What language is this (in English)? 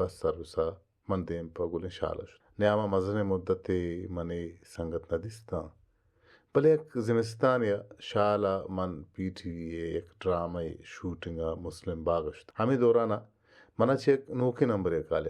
Baluchi